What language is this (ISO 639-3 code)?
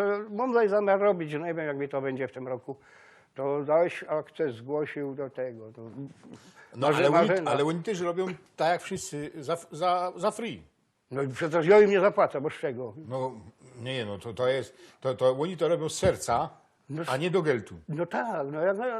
szl